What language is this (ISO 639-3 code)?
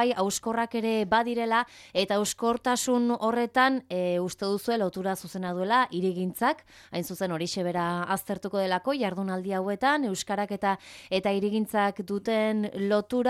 eus